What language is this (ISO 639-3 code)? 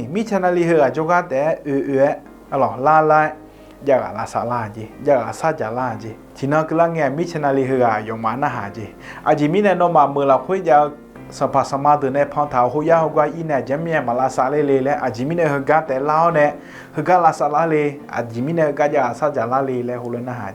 ahk